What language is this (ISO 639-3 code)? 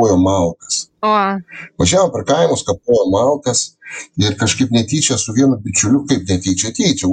lit